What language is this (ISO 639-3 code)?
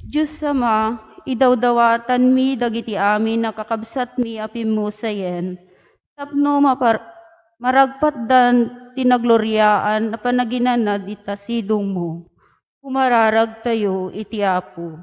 ilo